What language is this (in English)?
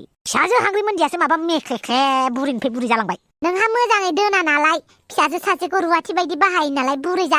Bodo